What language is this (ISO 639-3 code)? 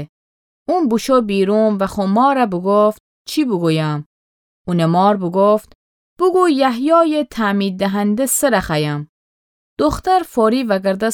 glk